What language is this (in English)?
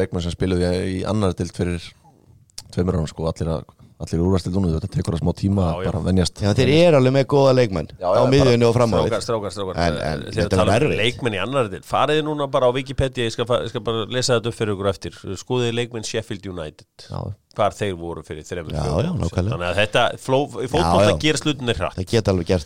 Icelandic